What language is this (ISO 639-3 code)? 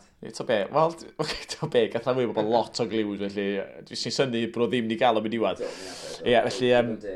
cym